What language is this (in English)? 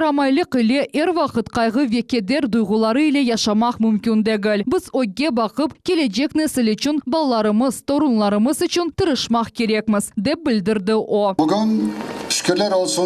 Crimean Tatar